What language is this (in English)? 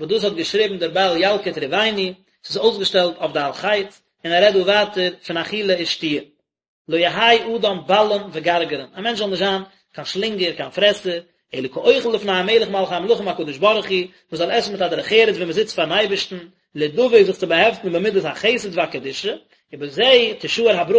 Yiddish